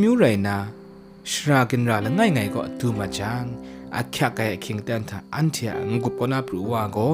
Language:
Kachin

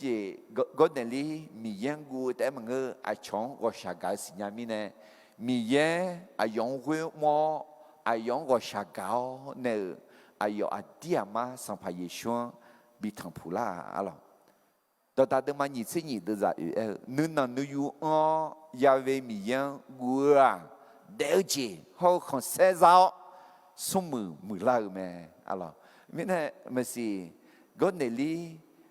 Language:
Akha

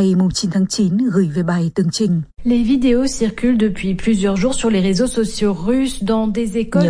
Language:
Vietnamese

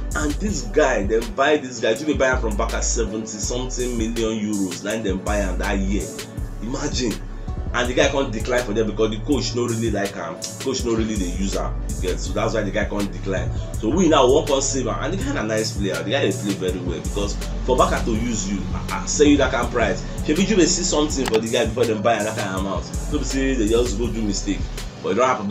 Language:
Nigerian Pidgin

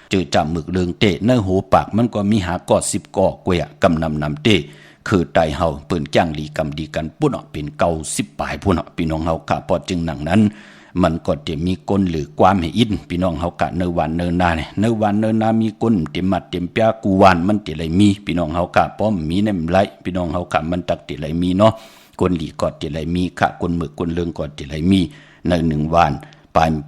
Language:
Shan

